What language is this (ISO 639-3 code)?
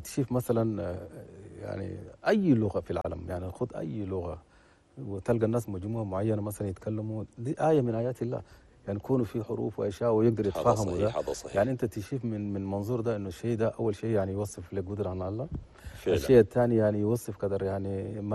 shu